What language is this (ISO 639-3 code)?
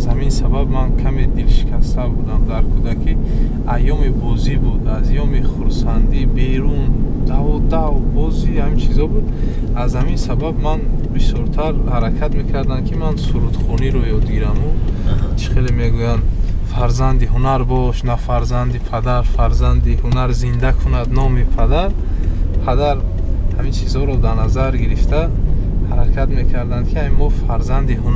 tgk